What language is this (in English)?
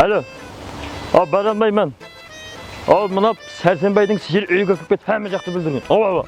Kara-Kalpak